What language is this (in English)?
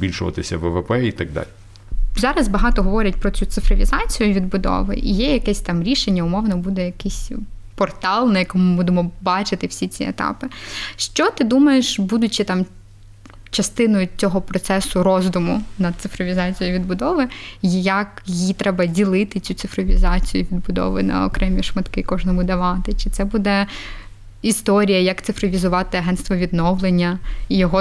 Ukrainian